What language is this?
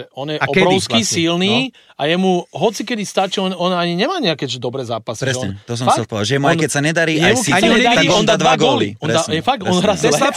Slovak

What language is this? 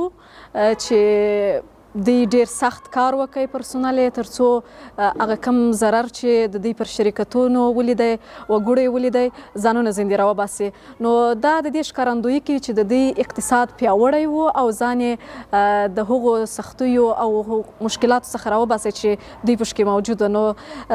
Pashto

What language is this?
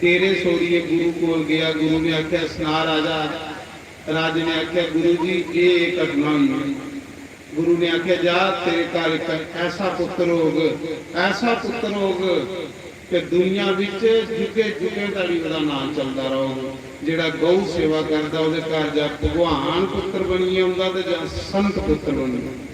Dogri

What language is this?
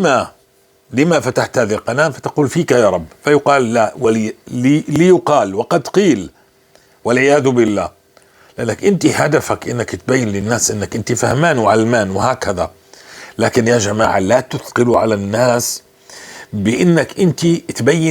North Levantine Arabic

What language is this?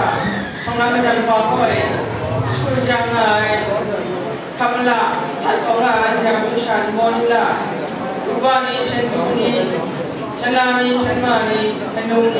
Kachin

